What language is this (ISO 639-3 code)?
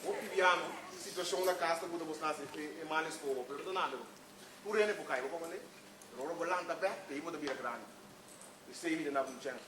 pap